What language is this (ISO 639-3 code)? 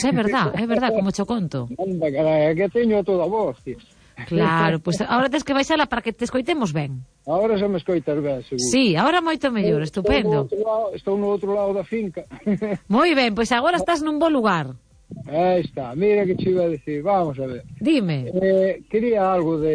glg